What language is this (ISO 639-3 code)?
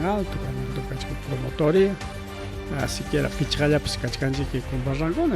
quy